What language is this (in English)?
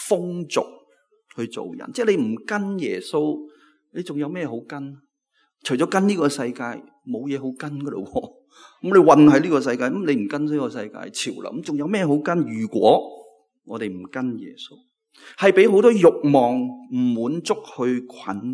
Cantonese